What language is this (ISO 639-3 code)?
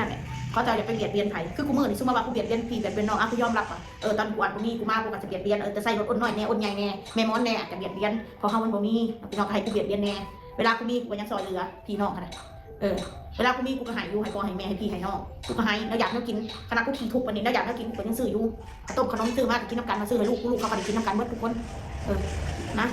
tts